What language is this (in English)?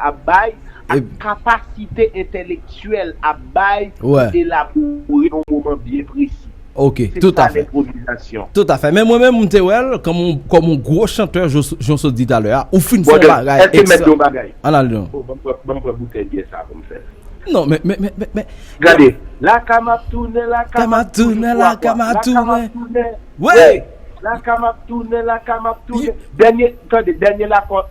Haitian Creole